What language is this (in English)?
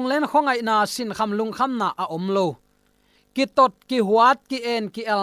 Tedim Chin